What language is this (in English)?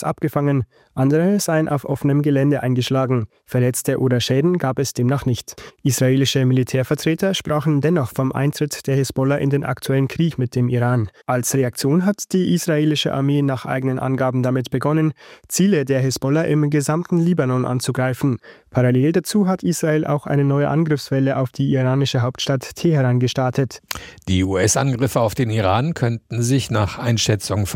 German